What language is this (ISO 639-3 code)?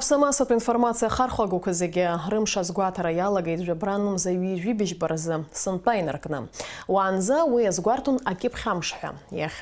abk